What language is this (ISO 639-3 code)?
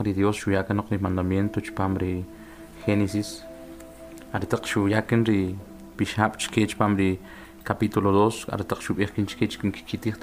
quc